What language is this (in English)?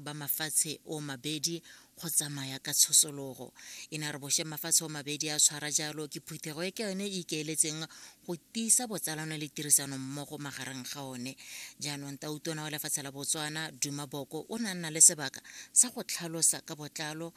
Tswana